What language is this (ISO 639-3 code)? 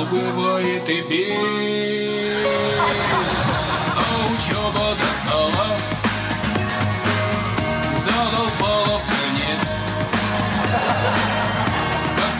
rus